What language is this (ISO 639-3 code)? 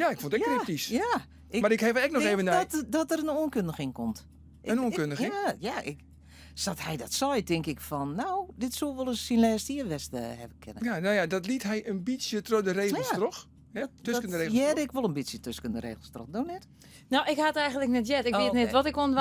fry